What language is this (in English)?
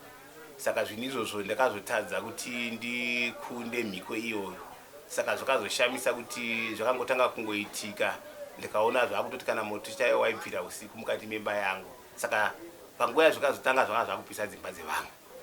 Shona